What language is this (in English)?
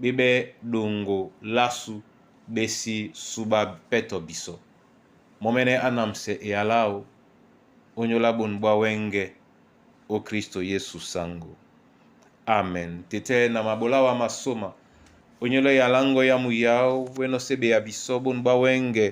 Duala